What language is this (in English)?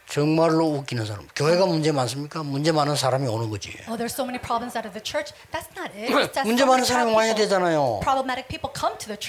Korean